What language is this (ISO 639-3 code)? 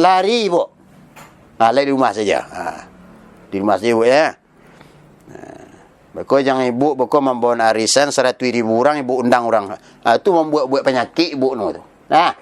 min